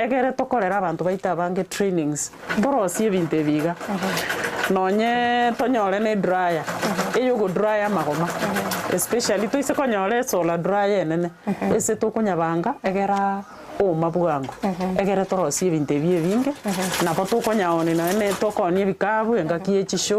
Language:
Gusii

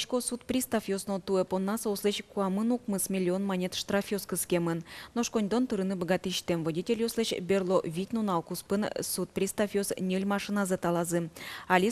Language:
Udmurt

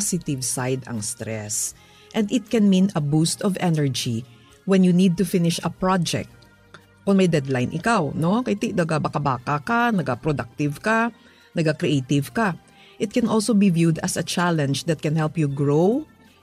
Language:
Hiligaynon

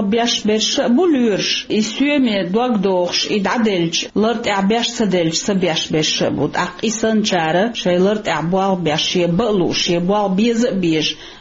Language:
Chechen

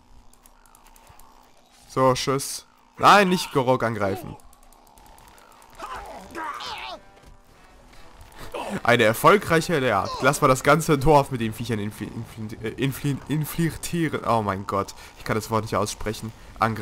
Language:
German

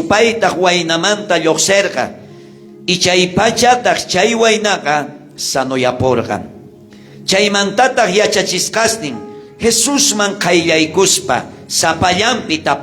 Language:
South Bolivian Quechua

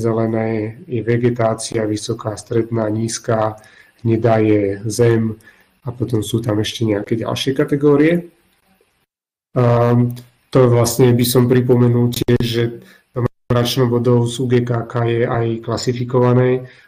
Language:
Slovak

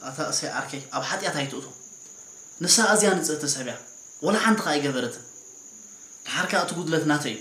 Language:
Tigrinya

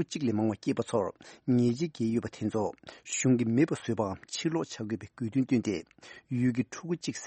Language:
Tibetan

